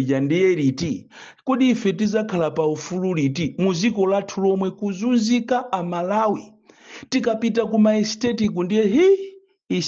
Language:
Nyanja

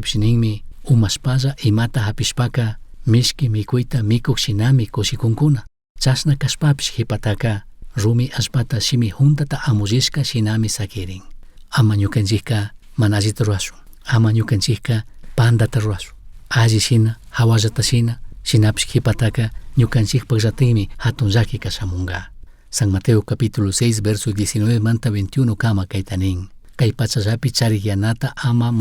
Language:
Chimborazo Highland Quichua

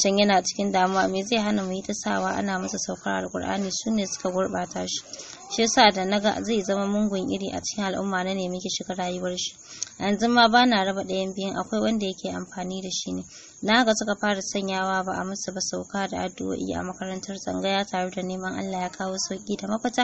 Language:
Hausa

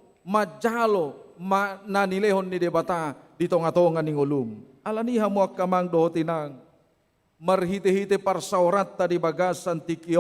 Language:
Batak Toba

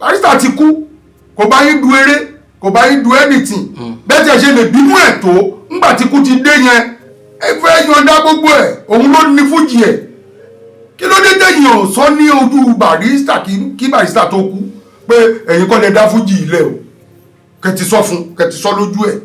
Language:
Yoruba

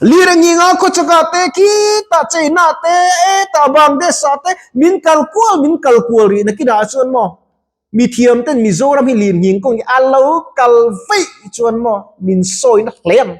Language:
Mizo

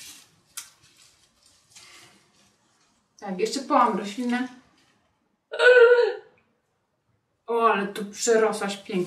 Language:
Polish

